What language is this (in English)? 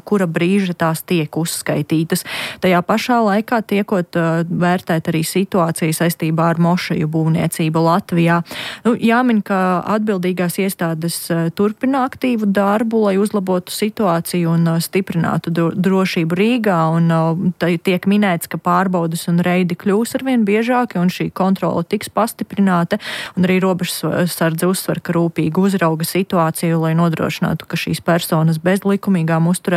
Latvian